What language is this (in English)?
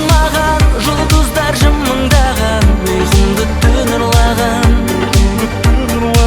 Kazakh